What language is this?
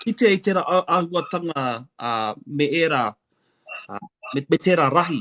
Māori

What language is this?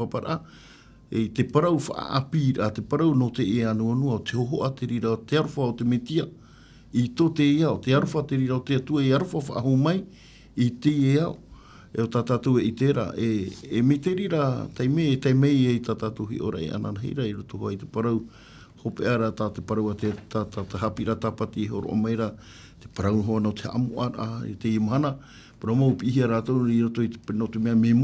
Tahitian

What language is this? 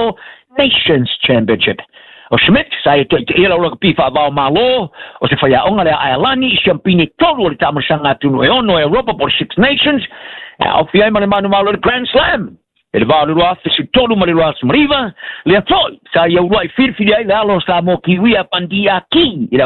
Samoan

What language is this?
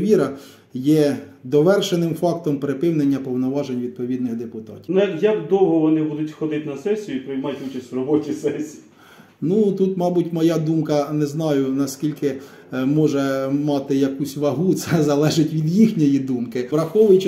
Ukrainian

